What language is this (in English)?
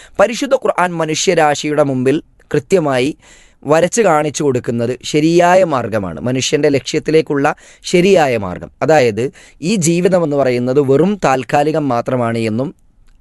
Malayalam